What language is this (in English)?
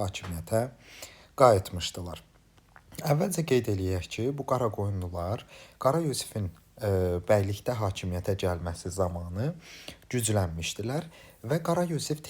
Azerbaijani